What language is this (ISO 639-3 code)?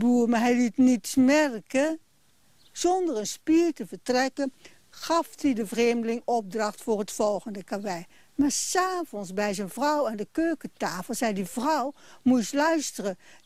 nld